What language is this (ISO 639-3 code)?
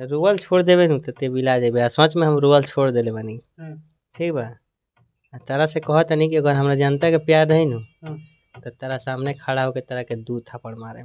bho